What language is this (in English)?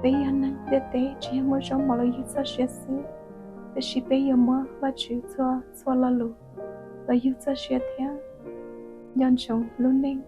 Hmong